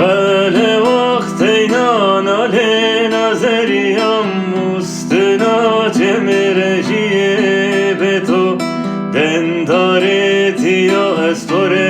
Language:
Kurdish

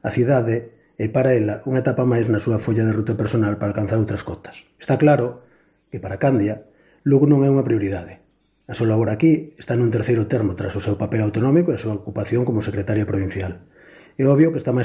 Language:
Galician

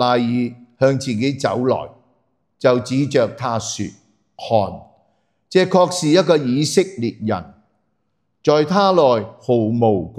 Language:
Cantonese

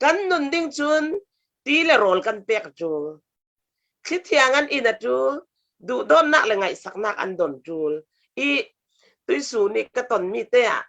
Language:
Falam Chin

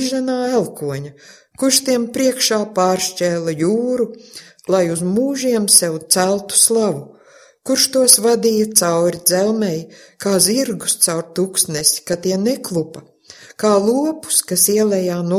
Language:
Latvian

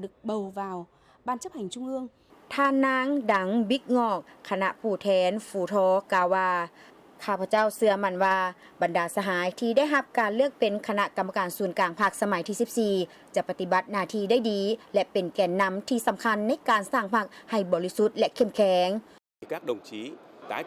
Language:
Lao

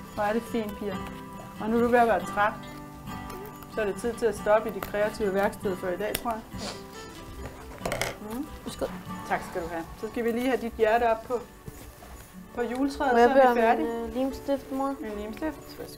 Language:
Danish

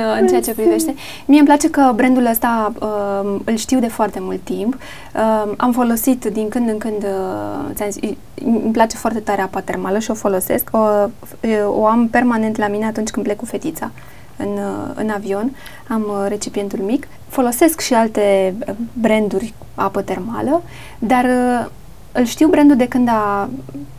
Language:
Romanian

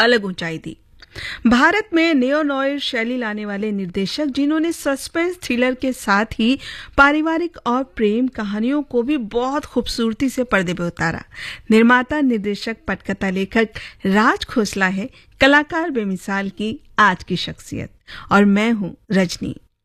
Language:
Hindi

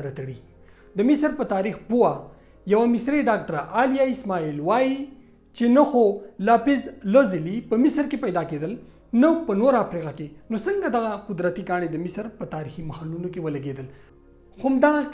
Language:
Pashto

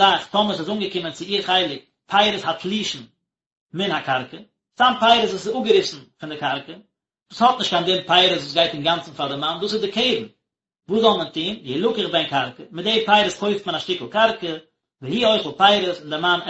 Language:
Yiddish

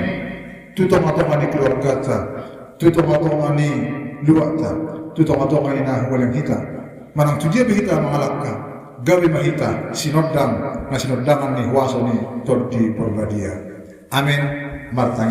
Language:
Batak Toba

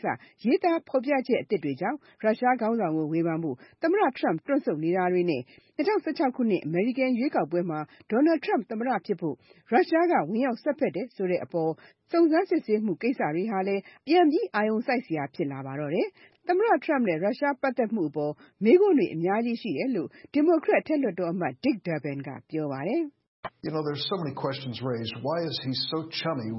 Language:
Burmese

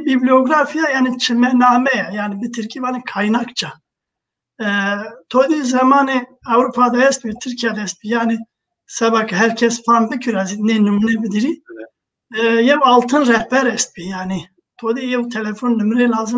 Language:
Zaza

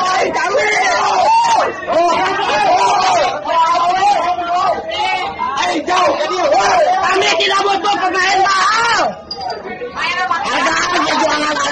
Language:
Indonesian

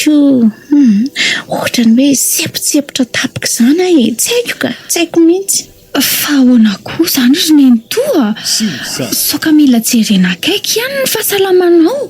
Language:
Malagasy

